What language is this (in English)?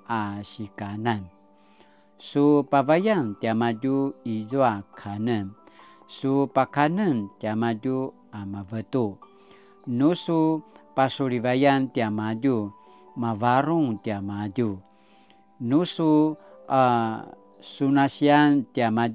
Paiwan